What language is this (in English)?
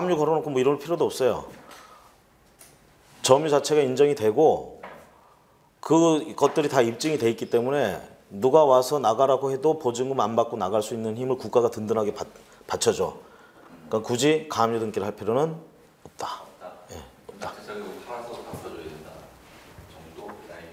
Korean